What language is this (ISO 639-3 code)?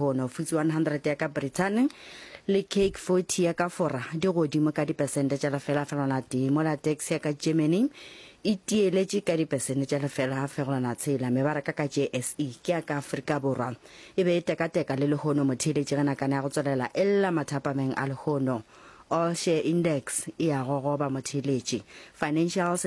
nso